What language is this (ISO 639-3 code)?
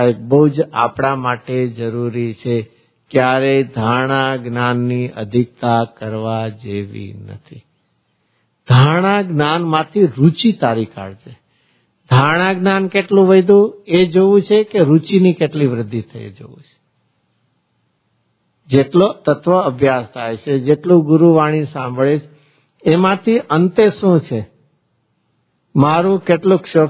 guj